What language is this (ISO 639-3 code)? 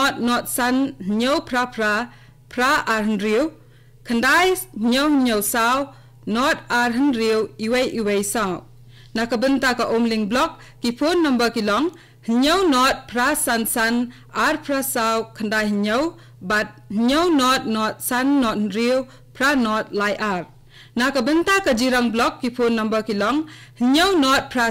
kha